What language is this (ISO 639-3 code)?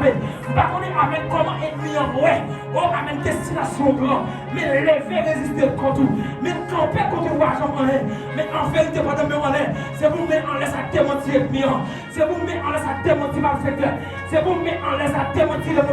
hat